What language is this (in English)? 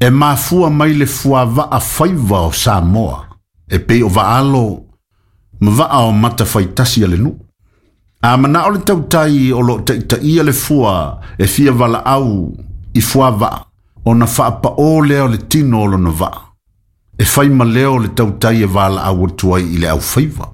Samoan